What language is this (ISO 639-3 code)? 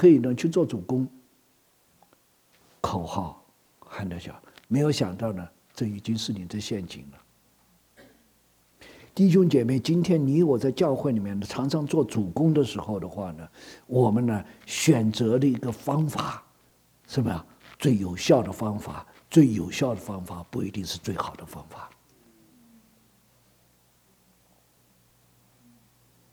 zho